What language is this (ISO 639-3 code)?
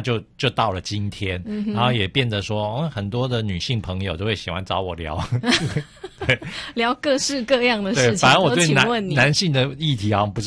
zho